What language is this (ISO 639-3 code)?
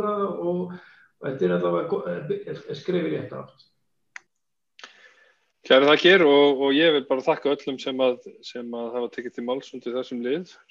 isl